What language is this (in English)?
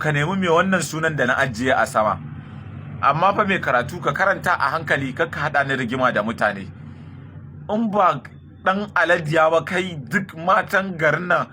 Hausa